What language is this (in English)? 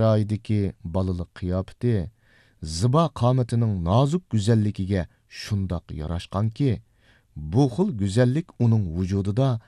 Uyghur